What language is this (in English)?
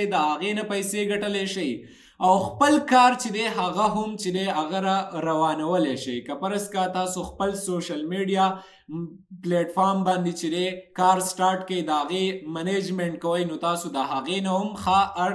Pashto